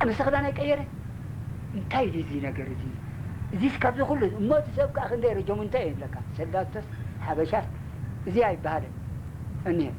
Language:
Tigrinya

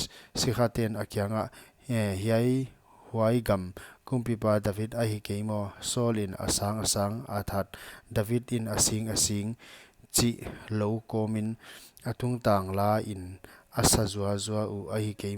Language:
Paite Chin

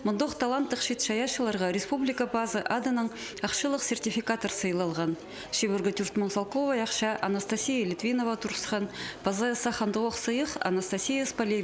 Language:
Khakas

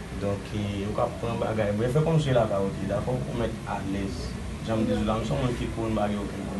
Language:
Haitian Creole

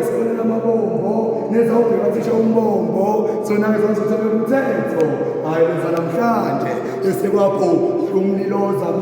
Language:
Zulu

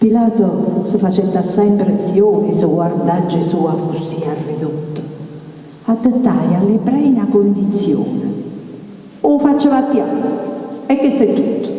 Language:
Neapolitan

